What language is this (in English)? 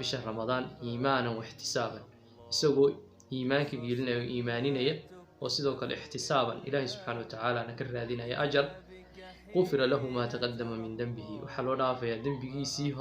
Somali